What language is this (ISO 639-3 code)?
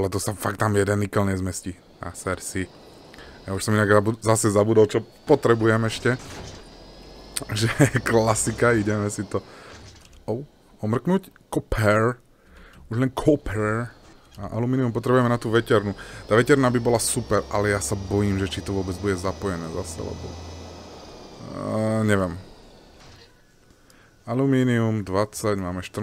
slk